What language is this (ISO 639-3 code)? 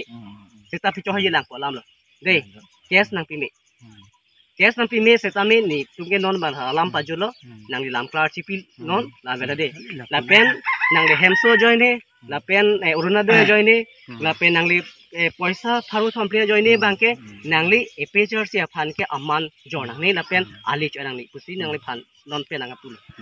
mjw